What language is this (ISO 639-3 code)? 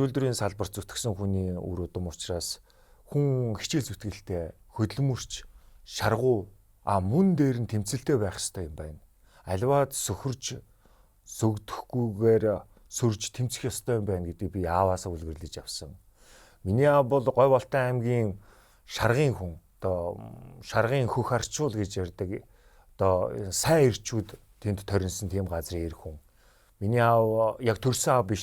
mon